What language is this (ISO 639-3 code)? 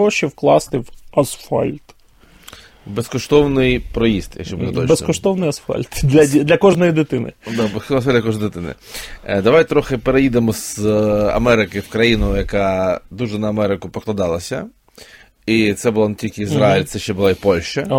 ukr